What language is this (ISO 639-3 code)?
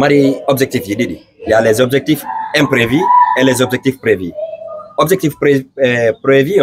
ful